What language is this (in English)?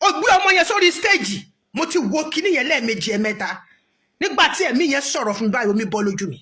Yoruba